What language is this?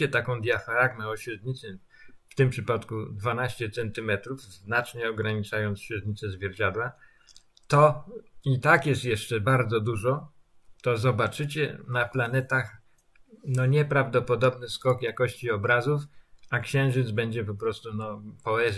Polish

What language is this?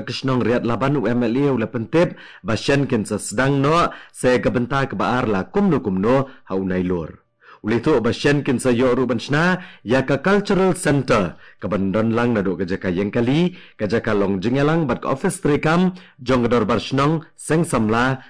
Khasi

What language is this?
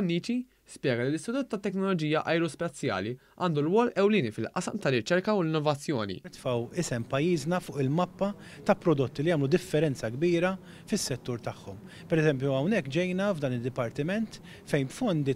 Maltese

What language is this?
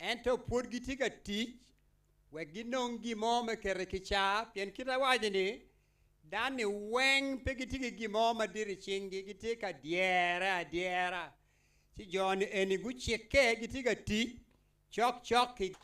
Acoli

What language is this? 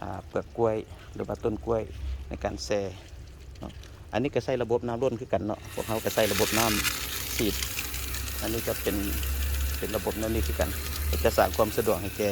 Lao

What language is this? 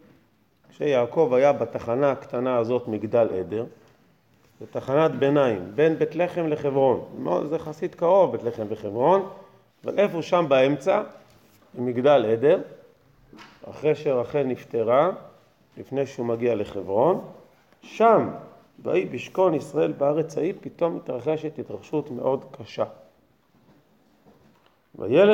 Hebrew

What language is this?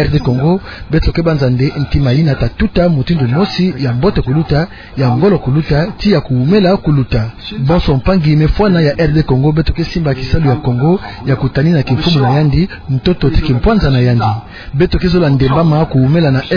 Kituba (Democratic Republic of Congo)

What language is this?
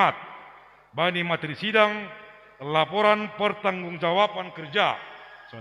Batak Simalungun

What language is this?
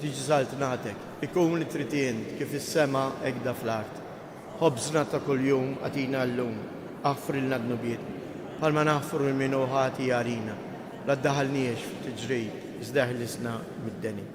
Maltese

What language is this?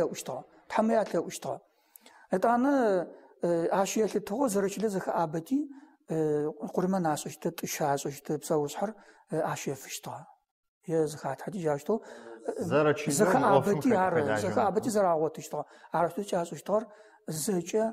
Adyghe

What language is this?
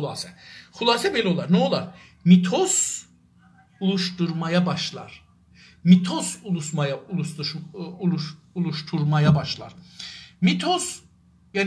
South Azerbaijani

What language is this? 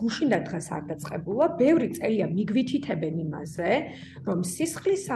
Georgian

